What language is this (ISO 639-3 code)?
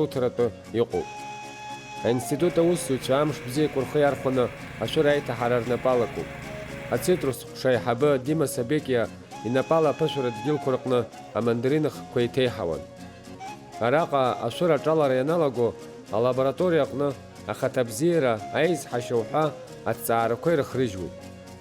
abk